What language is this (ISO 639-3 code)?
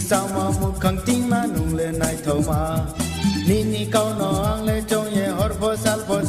ria